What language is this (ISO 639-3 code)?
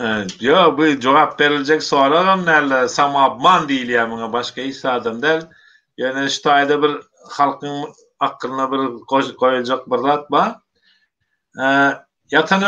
tuk